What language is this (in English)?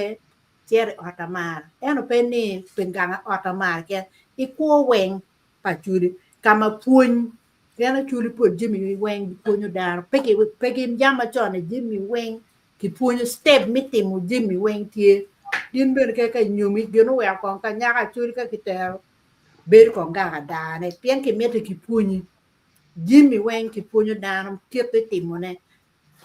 Acoli